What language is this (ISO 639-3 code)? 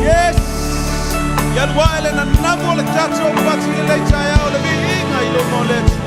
smo